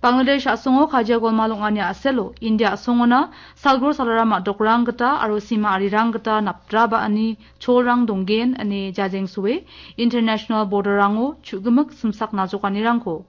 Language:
Garo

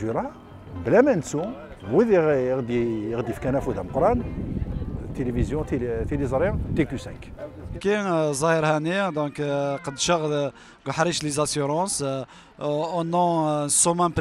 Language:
Kabyle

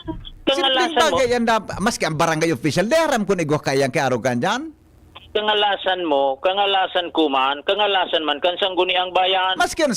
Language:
Bikol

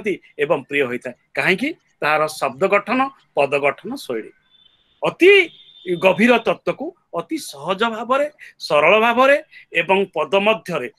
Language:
Odia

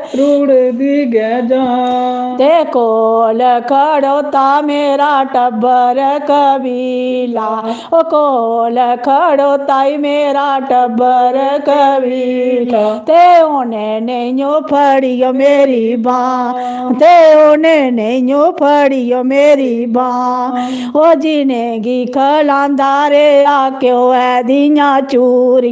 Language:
Dogri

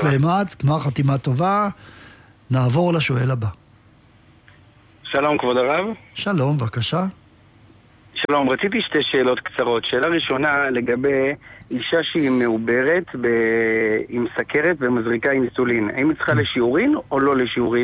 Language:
Hebrew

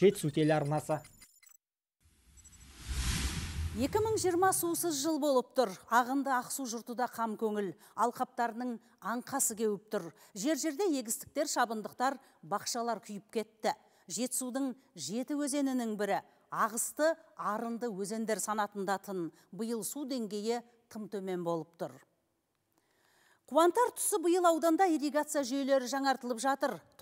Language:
Kazakh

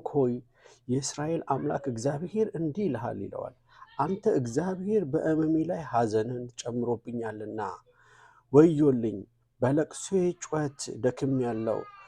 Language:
Amharic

